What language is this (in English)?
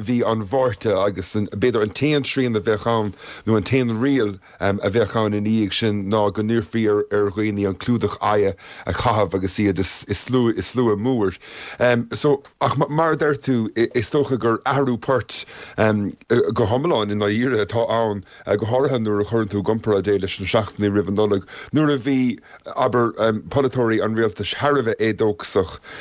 Irish